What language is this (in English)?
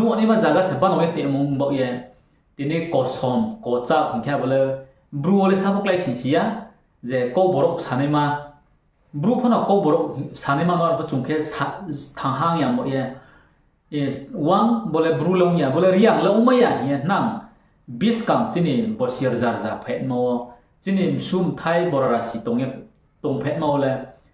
Riang (India)